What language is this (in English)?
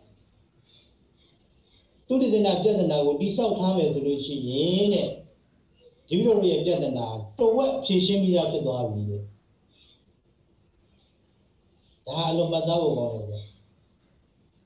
Burmese